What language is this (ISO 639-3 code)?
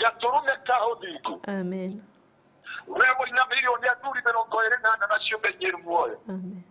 kik